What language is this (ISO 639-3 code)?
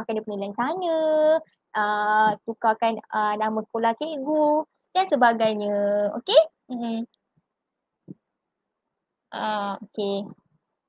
msa